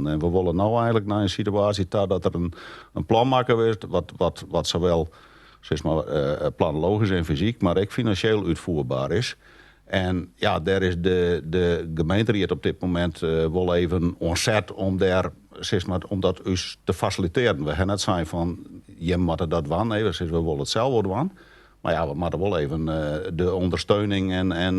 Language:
Western Frisian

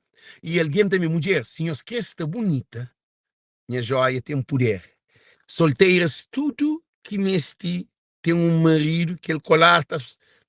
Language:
Kabuverdianu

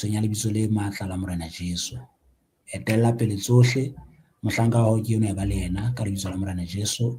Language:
Southern Sotho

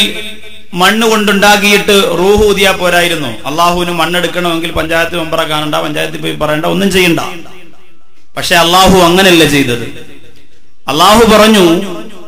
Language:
Malayalam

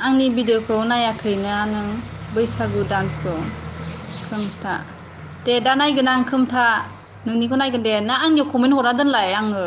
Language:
Bodo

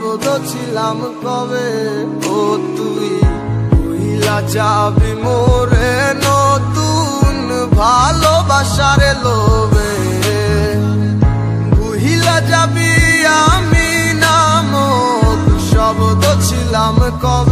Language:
Bangla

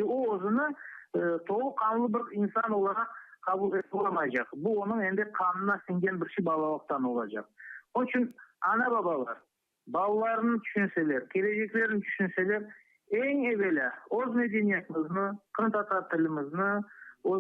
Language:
Crimean Tatar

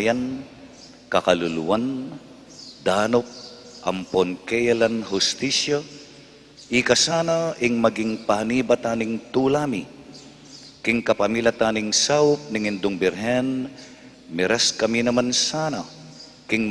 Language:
Pampanga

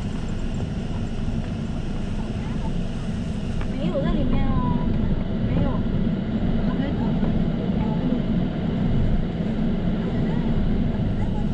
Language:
Chinese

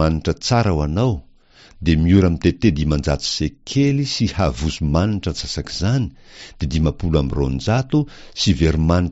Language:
Malagasy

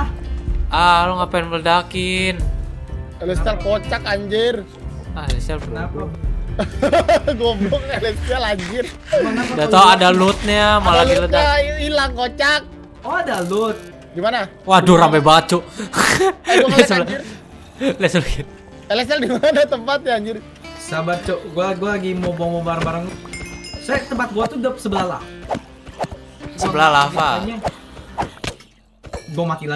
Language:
Indonesian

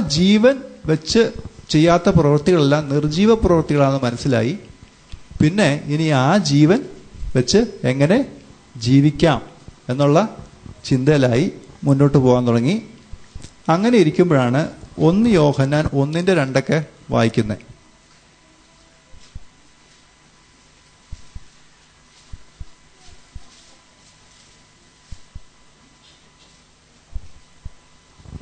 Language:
Malayalam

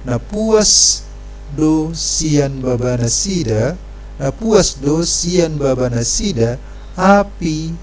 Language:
Batak Toba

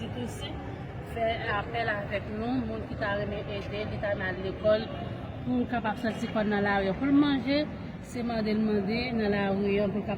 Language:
Haitian Creole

